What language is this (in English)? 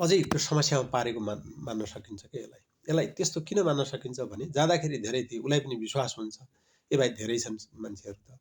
Nepali